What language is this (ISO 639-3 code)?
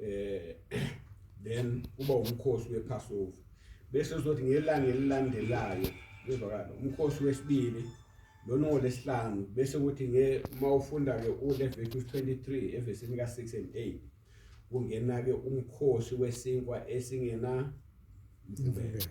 zul